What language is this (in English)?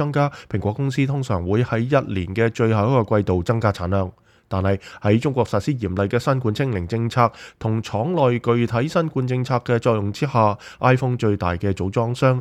Cantonese